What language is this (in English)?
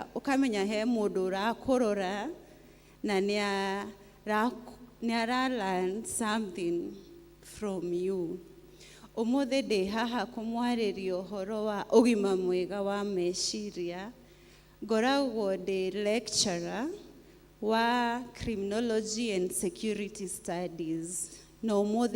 Kikuyu